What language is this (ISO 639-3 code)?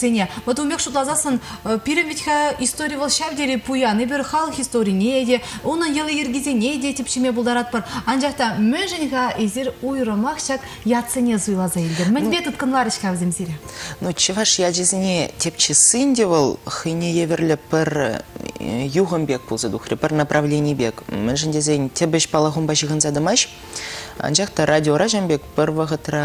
chv